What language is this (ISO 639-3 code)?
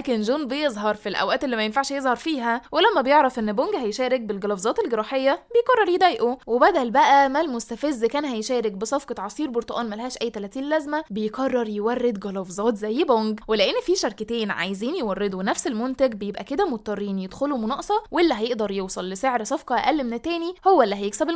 arz